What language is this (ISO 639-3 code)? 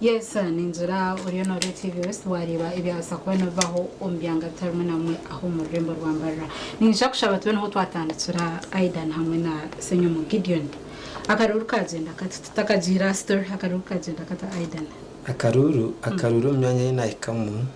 nyn